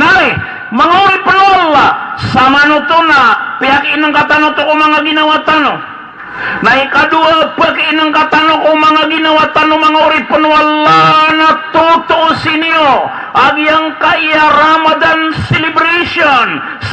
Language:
Maranao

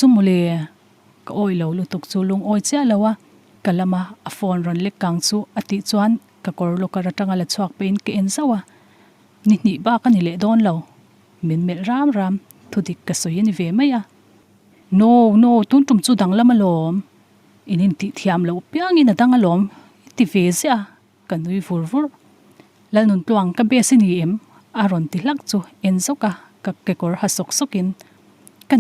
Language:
Mizo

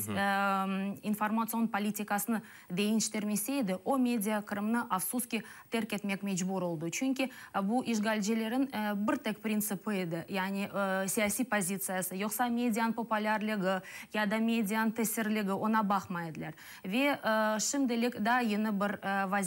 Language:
Crimean Tatar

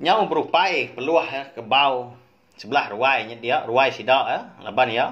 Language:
Iban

